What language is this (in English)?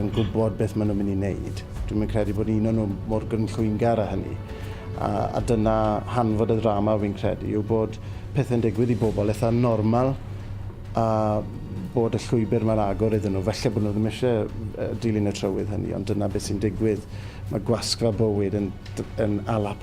Welsh